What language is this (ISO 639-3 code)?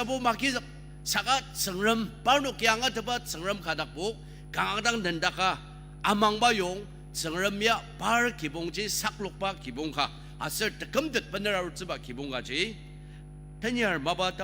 njo